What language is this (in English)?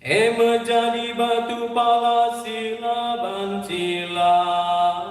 Batak Karo